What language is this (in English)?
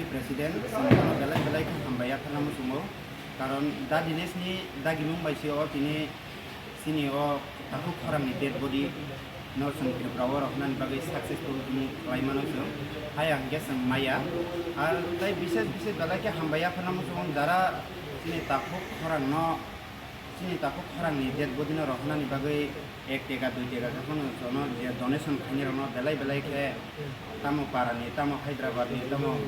Kok Borok